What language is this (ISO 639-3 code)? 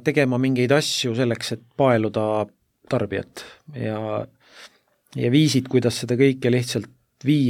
est